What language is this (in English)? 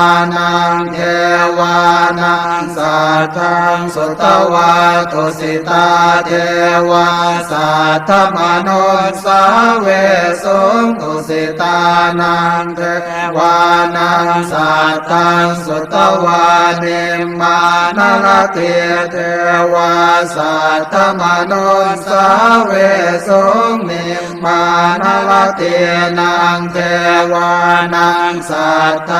Pali